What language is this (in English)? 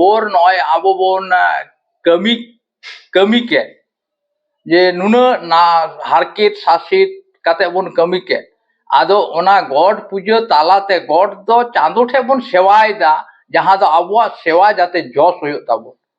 Santali